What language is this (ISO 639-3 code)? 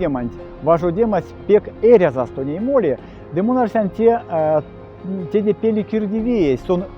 myv